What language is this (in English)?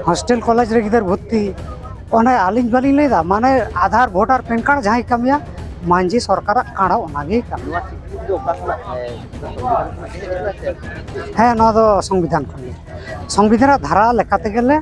Santali